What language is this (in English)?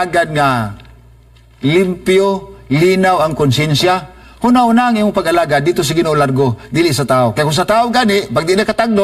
Cebuano